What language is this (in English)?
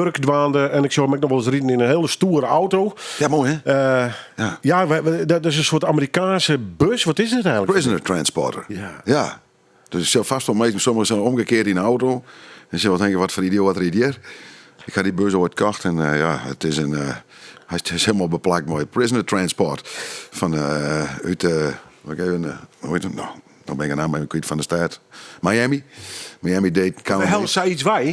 Western Frisian